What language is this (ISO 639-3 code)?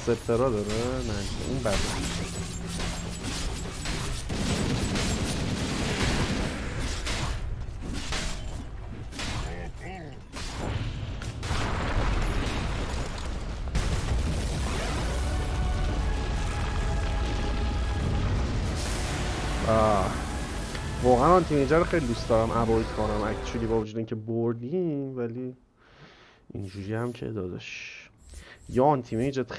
fas